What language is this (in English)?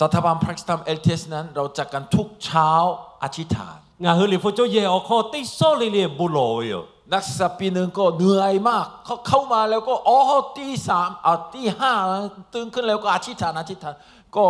Lahu